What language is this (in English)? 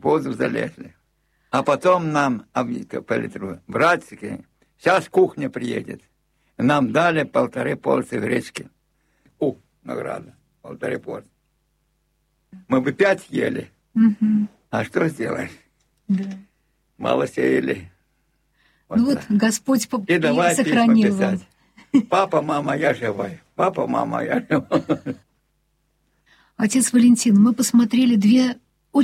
Russian